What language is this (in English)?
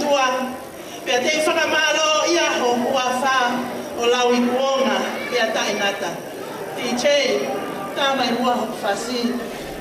Tongan